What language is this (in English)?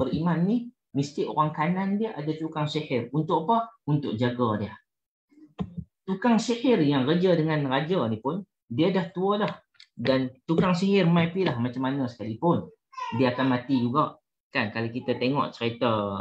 Malay